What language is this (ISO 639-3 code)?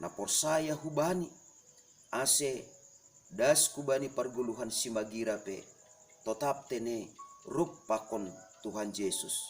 bts